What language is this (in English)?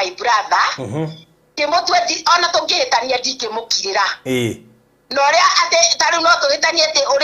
Kikuyu